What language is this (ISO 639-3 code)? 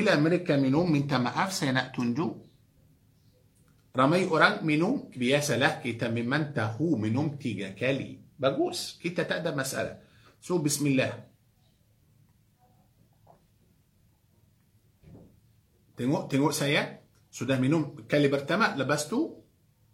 msa